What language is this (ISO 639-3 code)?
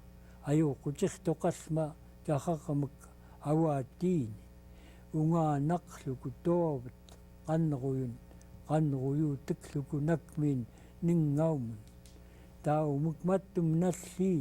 esu